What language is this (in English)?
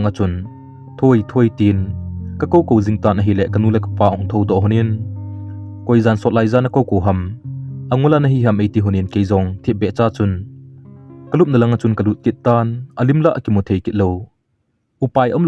Thado Chin